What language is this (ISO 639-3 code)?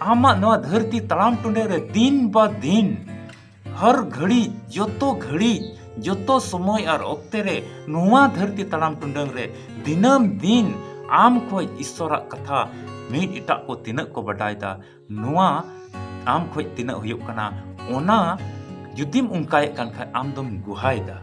sat